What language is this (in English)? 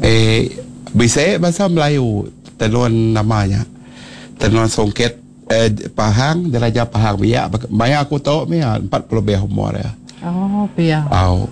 Iban